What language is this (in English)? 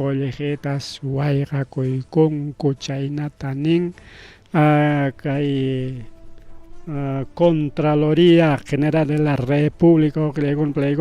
Ayacucho Quechua